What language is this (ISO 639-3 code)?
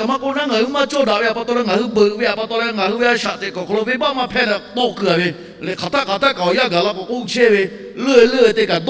lhu